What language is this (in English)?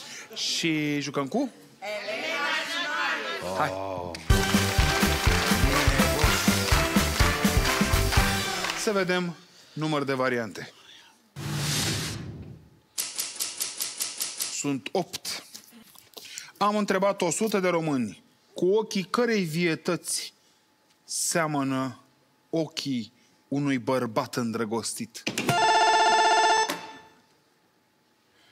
Romanian